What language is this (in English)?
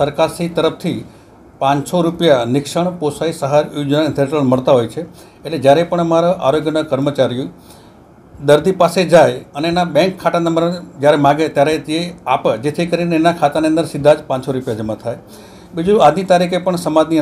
Gujarati